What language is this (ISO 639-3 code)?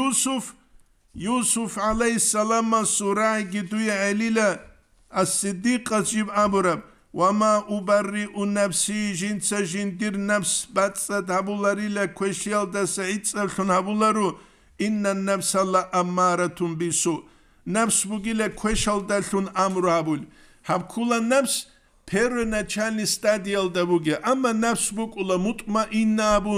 ava